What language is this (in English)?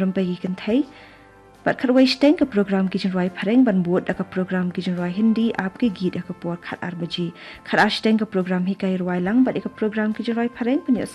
Khasi